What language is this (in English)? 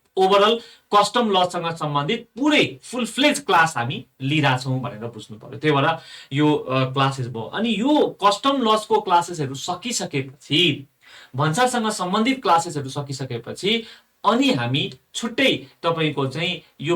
Nepali